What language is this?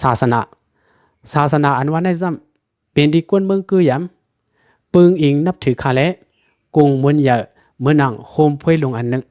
Shan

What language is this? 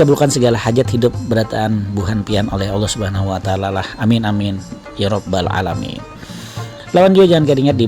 Banjar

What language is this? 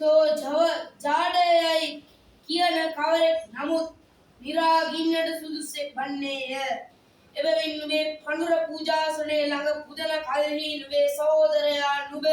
Sinhala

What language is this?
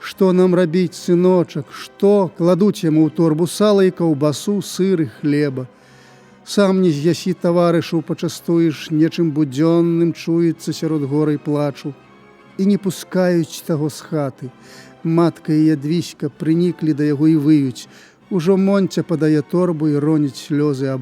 Belarusian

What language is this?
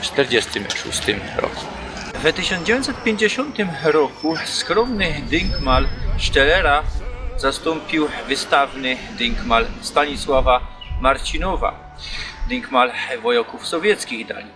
Silesian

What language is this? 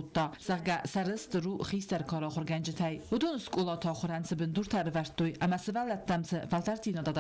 Ossetic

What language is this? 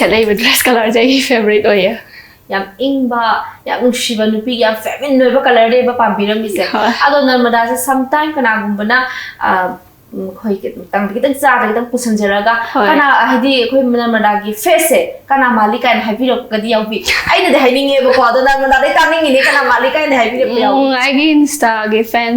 Manipuri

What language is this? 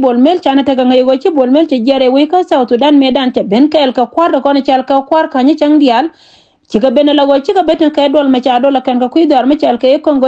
Nuer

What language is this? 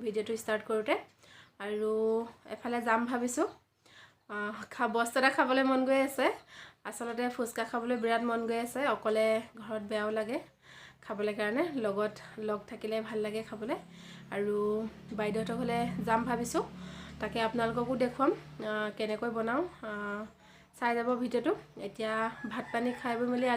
Assamese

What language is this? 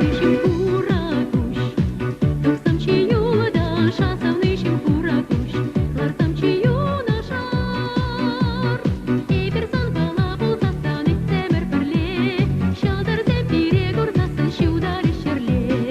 Chuvash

